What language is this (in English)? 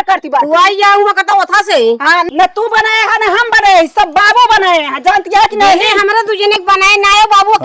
Awadhi